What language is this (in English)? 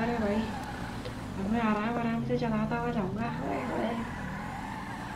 Hindi